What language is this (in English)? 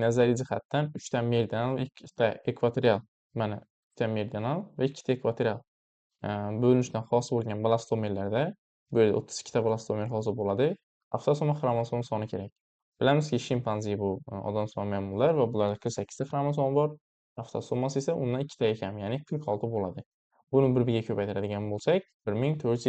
Uzbek